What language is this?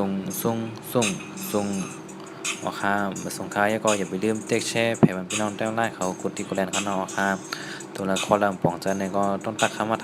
Shan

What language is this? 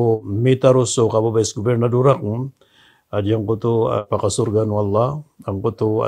Maranao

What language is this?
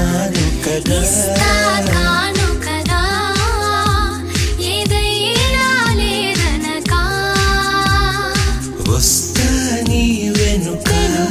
Telugu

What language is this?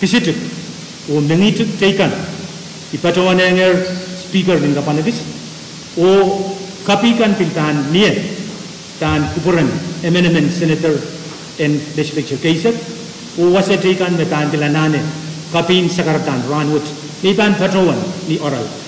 Pohnpeian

